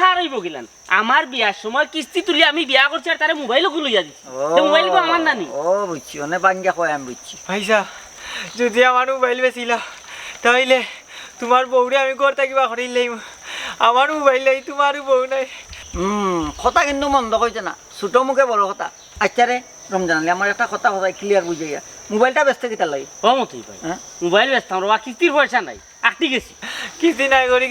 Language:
Sylheti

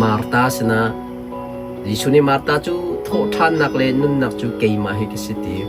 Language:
Hakha Chin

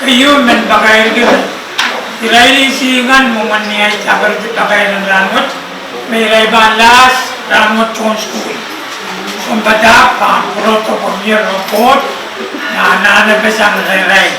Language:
Pohnpeian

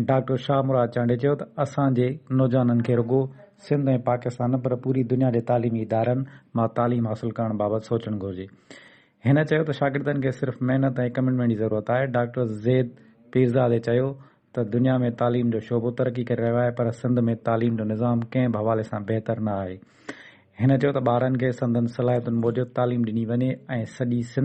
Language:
Sindhi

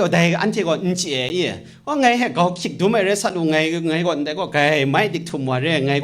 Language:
Kachin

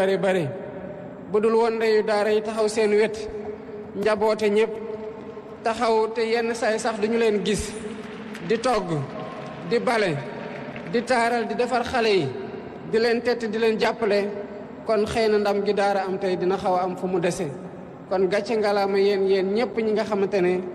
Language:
Wolof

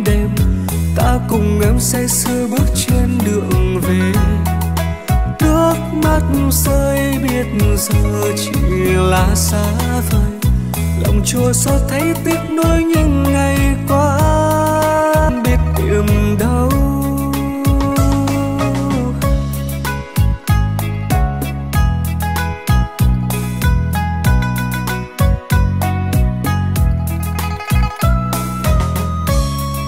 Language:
Vietnamese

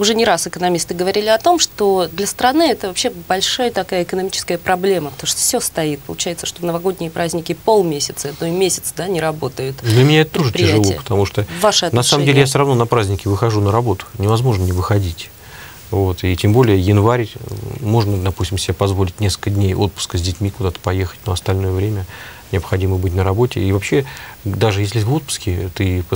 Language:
Russian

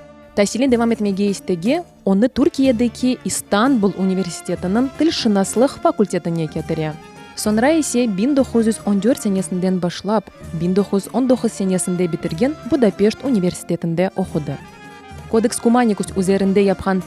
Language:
Crimean Tatar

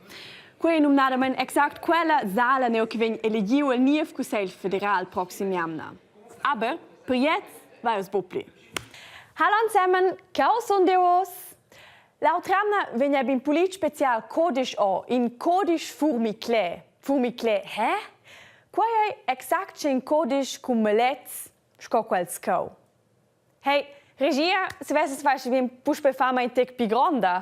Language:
Romansh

